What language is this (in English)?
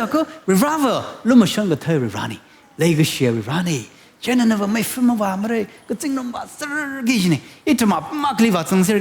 Tangkhul Naga (India)